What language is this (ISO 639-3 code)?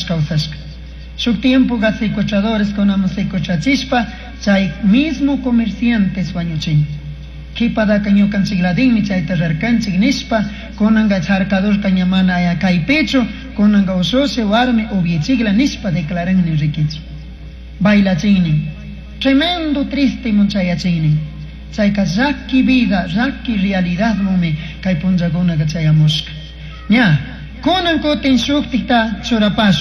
qug